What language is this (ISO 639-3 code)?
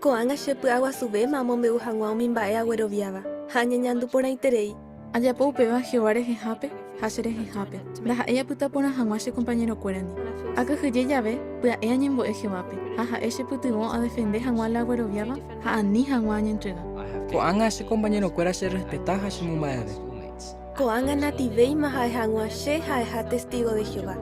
grn